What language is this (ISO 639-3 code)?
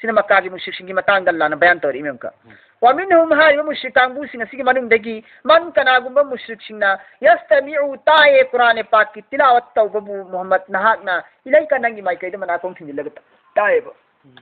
mni